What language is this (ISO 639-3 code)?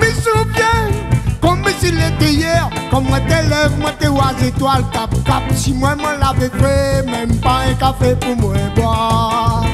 rcf